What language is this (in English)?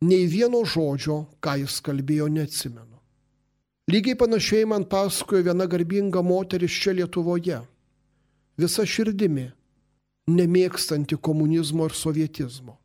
Lithuanian